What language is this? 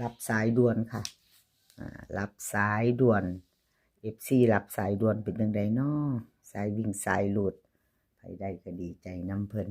Northeastern Thai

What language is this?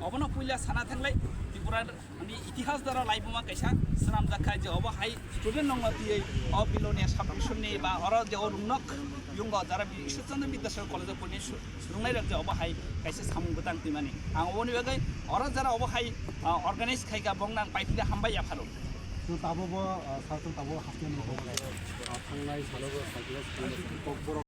Kok Borok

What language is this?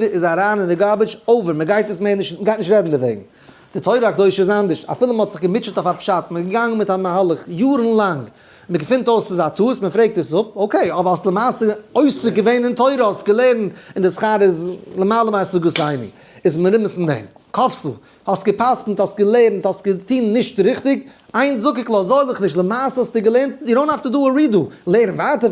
Yiddish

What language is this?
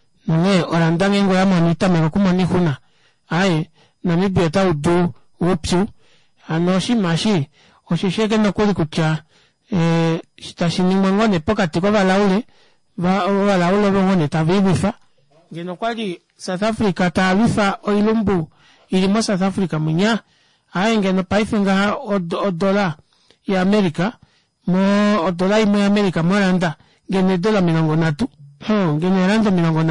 Kuanyama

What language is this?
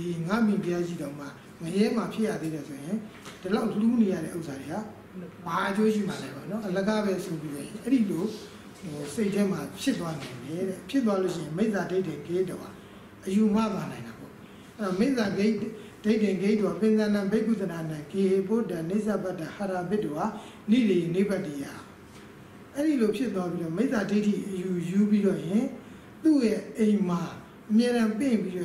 Burmese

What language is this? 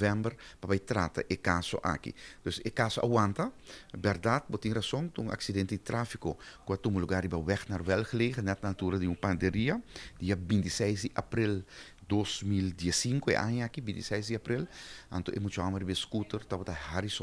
Papiamento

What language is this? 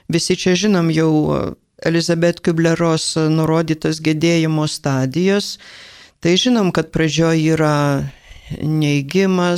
Lithuanian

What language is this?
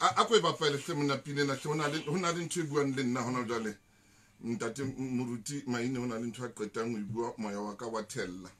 Southern Sotho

